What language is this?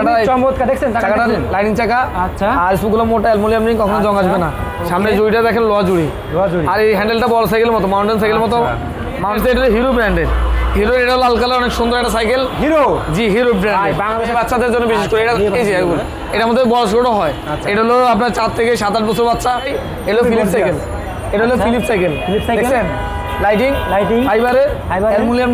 Bangla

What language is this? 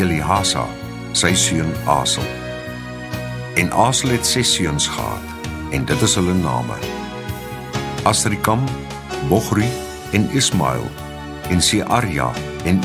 Afrikaans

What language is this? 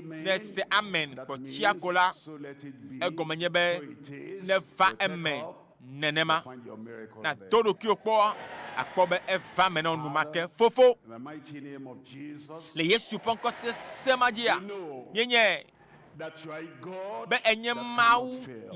Ewe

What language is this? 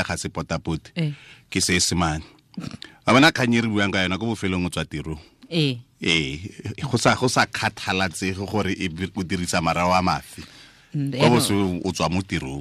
Tswana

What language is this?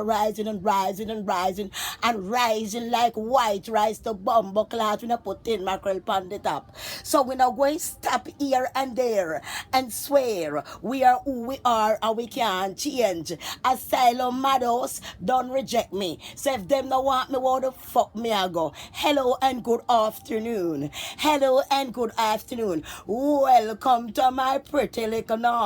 Jamaican Creole English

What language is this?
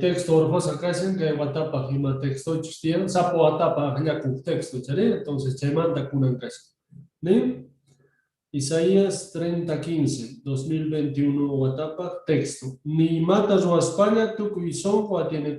South Bolivian Quechua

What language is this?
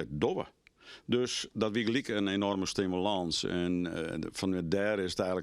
Western Frisian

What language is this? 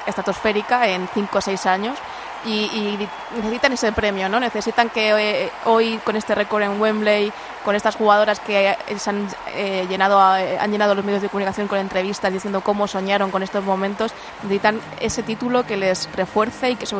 Spanish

